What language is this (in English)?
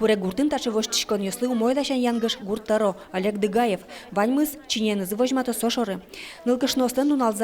Udmurt